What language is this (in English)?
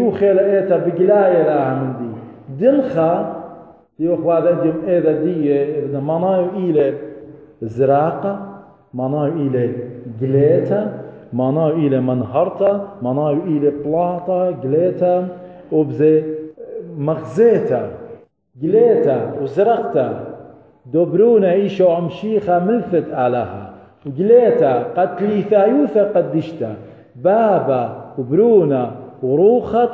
Assyrian Neo-Aramaic